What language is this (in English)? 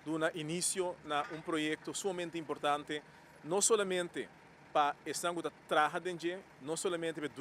Papiamento